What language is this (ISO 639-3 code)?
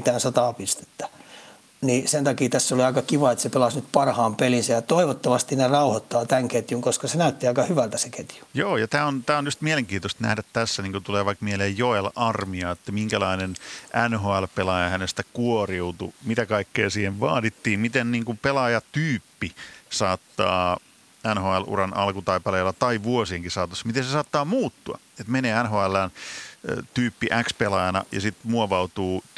fin